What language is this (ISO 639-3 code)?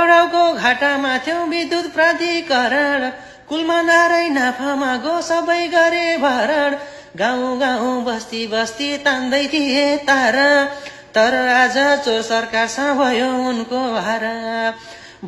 nep